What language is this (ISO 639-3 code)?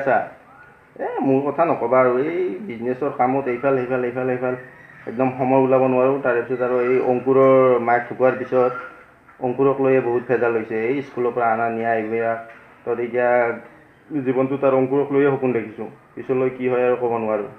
asm